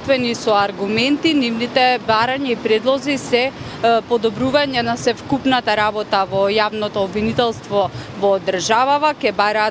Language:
Macedonian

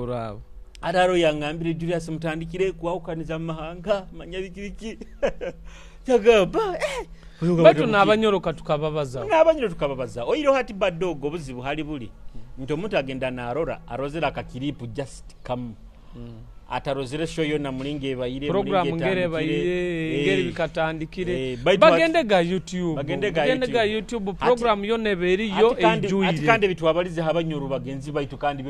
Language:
Nyoro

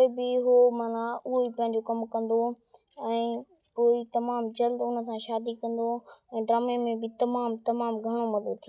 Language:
Sindhi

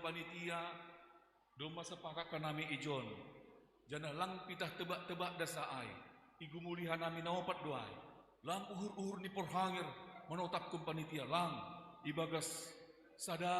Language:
Batak Simalungun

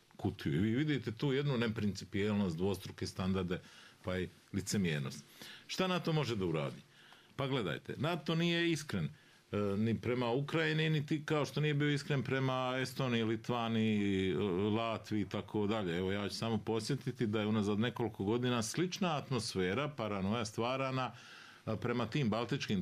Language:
Bosnian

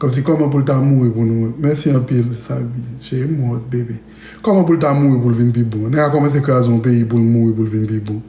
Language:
Haitian Creole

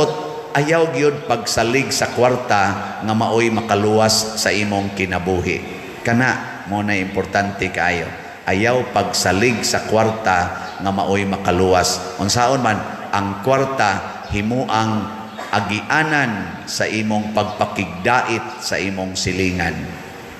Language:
Cebuano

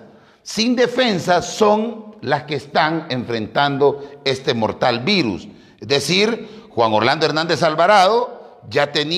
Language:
Spanish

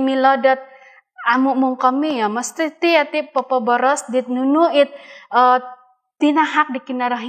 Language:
Central Dusun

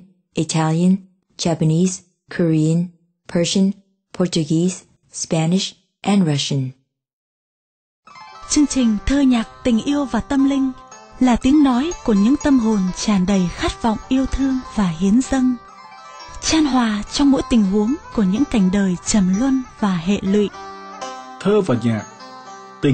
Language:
Vietnamese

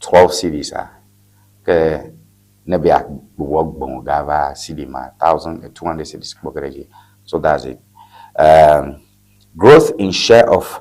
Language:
Ewe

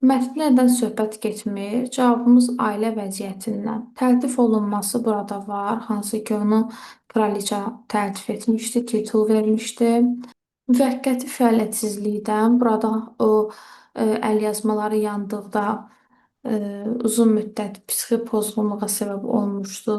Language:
Azerbaijani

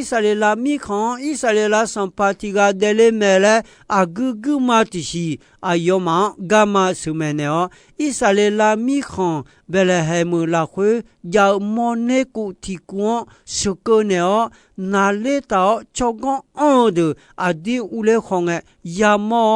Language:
Akha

